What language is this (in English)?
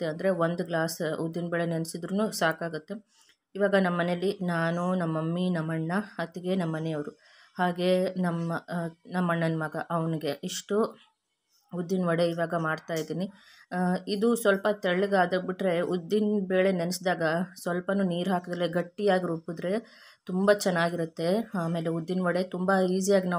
Kannada